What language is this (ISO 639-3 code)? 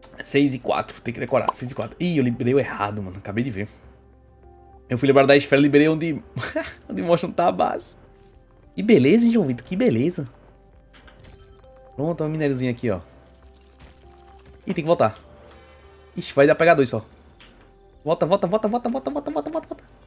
por